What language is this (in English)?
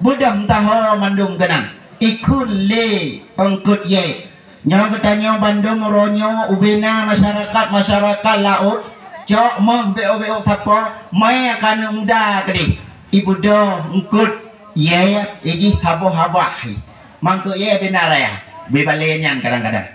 Achinese